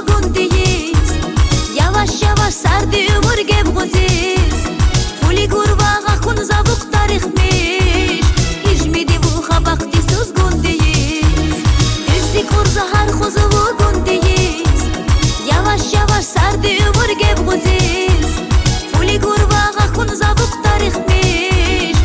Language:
Tabassaran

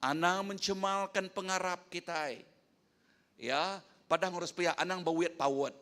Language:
Iban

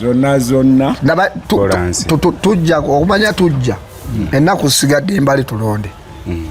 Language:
Ganda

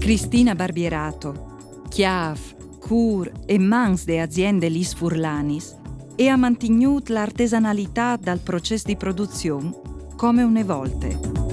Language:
Friulian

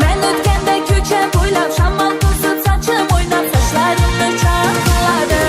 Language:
Kara-Kalpak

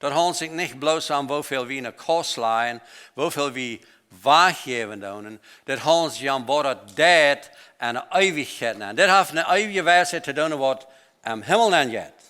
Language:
Plautdietsch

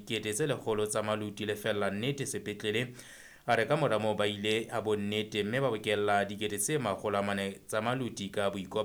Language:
Southern Sotho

